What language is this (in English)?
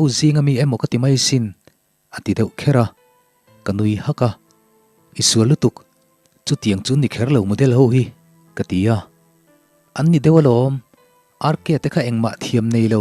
Mizo